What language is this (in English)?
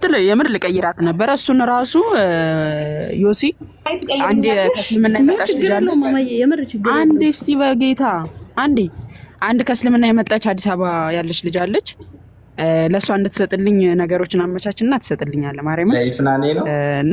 Amharic